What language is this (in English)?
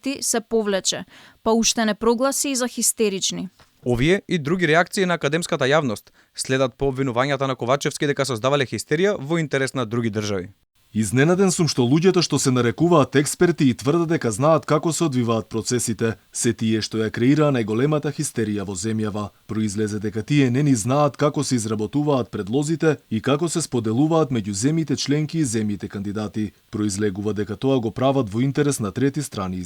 Macedonian